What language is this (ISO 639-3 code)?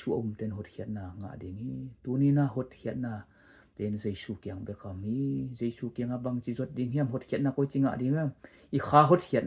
ctd